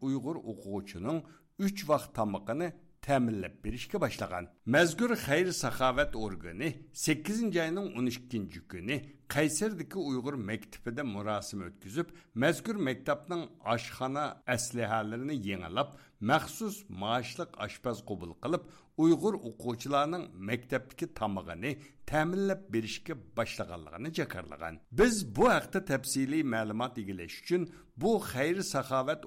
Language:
Uyghur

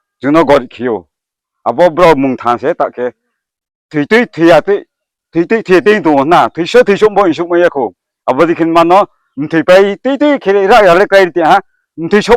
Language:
Riang (India)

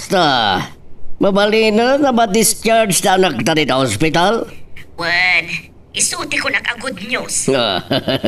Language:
Iloko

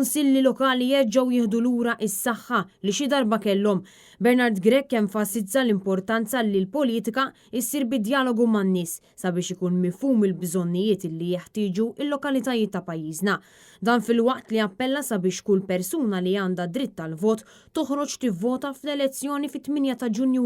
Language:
Maltese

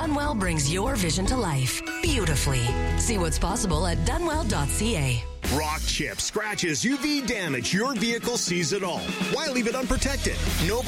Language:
English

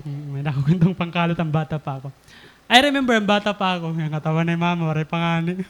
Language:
Waray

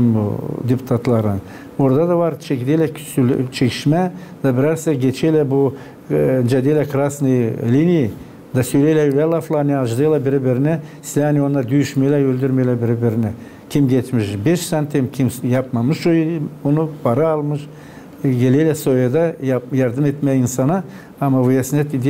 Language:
Gagauz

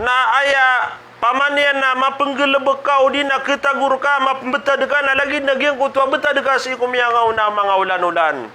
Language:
Maranao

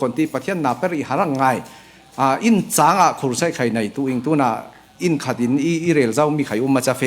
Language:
Falam Chin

